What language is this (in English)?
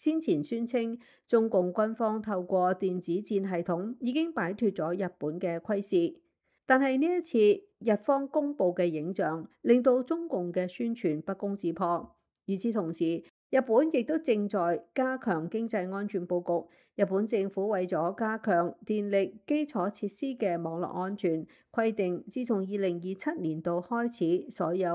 Cantonese